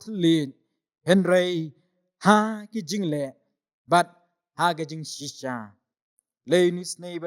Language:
Khasi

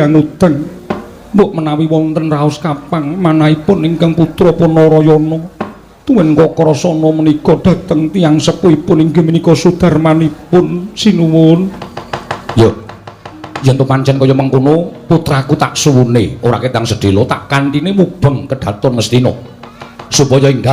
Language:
Javanese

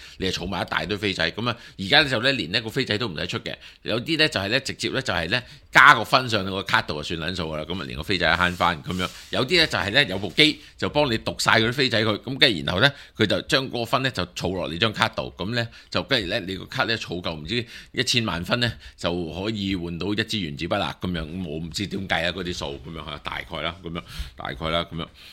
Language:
Cantonese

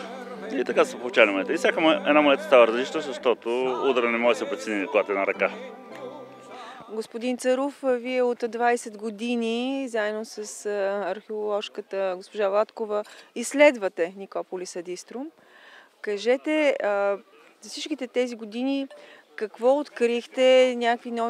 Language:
Bulgarian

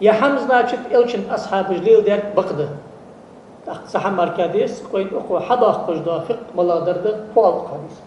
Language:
Ingush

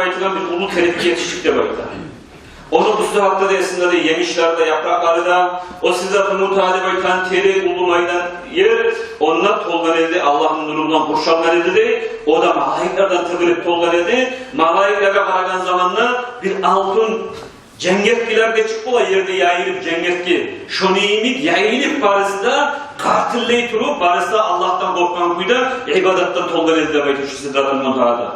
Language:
Kumyk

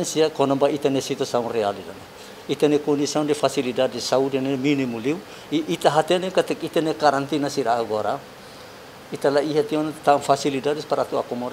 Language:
Tetum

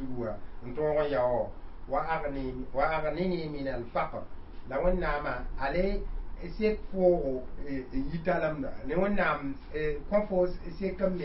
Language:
Mossi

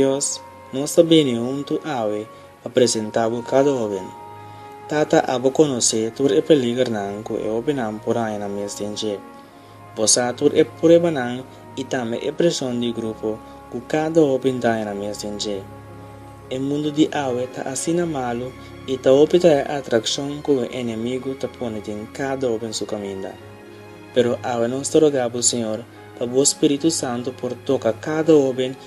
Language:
Papiamento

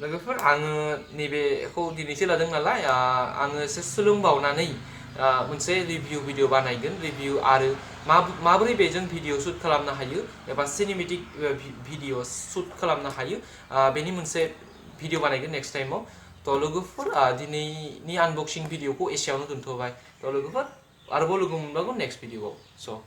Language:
Bodo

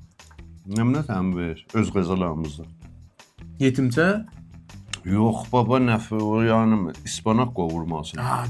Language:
South Azerbaijani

